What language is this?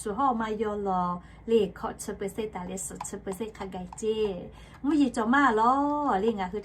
Lahu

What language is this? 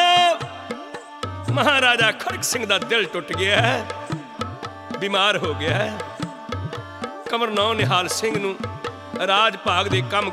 Punjabi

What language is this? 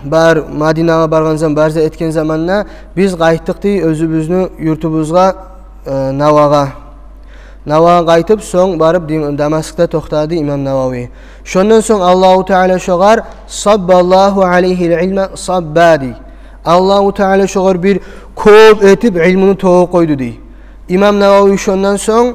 Kumyk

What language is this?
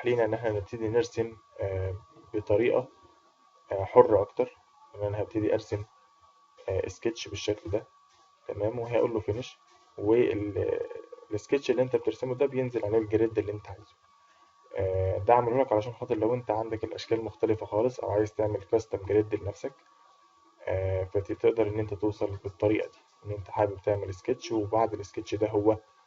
Egyptian Arabic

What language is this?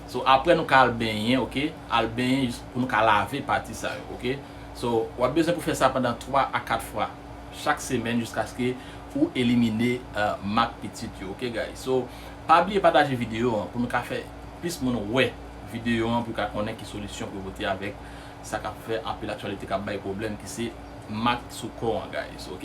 Haitian Creole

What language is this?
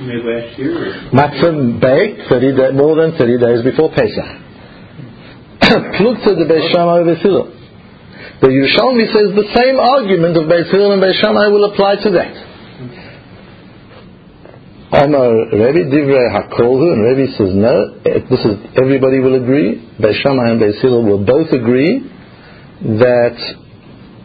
English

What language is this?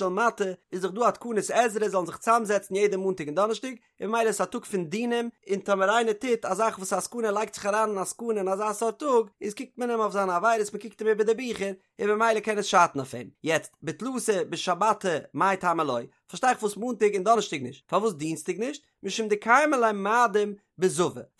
Yiddish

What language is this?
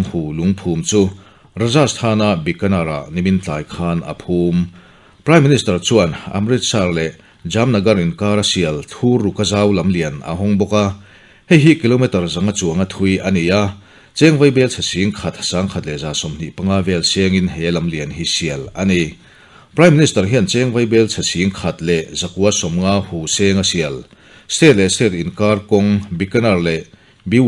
Mizo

